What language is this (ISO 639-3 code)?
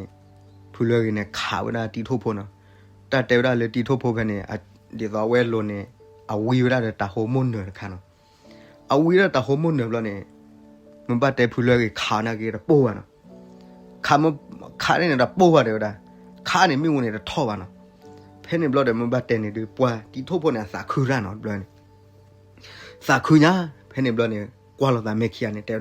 ksw